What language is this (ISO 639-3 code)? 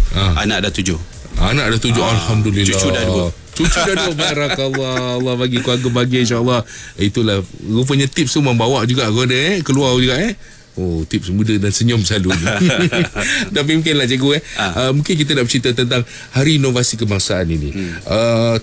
msa